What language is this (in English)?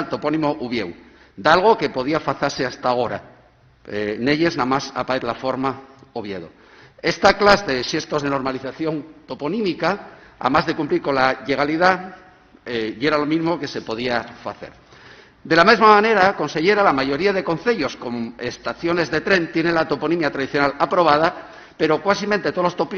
Asturian